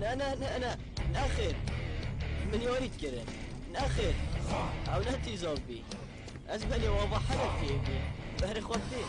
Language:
Kurdish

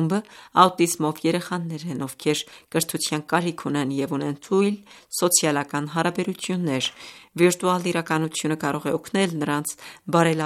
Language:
Armenian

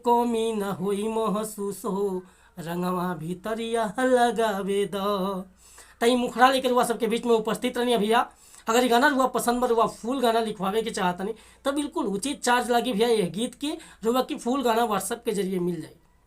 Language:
Bhojpuri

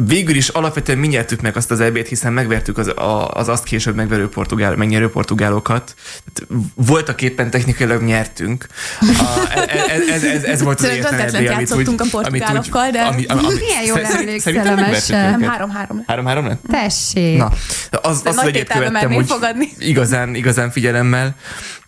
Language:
Hungarian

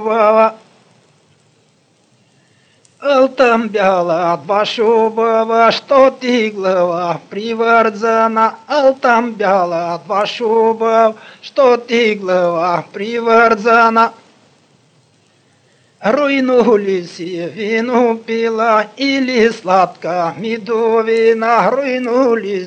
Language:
Bulgarian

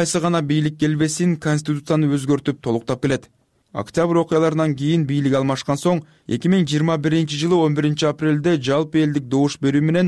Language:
Kyrgyz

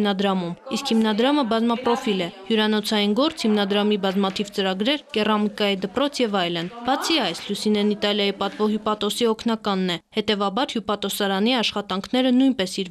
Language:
Armenian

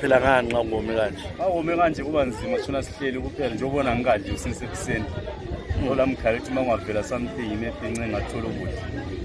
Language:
North Ndebele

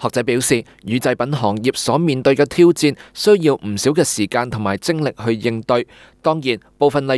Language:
Cantonese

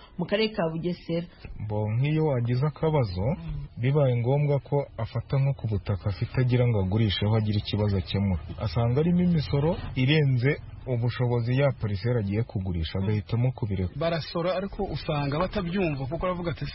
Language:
Kinyarwanda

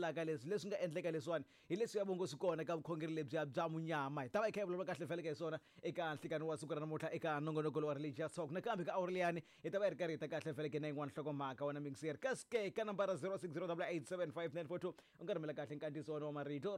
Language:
Tsonga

